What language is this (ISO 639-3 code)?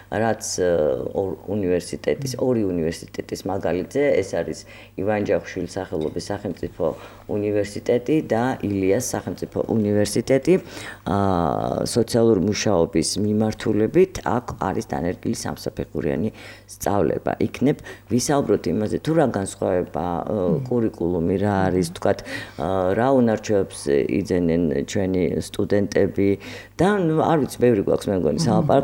kat